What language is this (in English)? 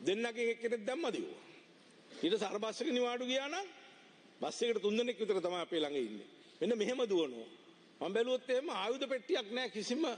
Sinhala